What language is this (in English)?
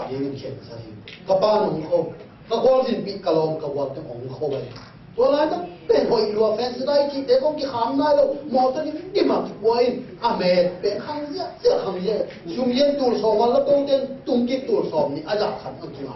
Tedim Chin